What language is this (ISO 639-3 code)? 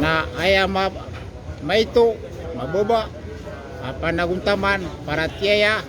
mrw